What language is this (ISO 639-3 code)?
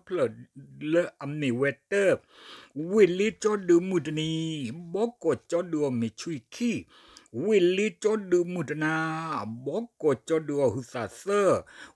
ksw